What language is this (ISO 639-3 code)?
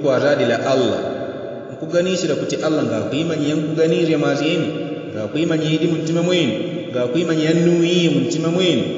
yao